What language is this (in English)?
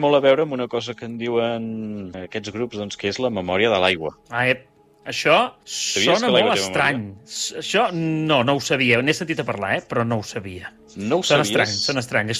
Catalan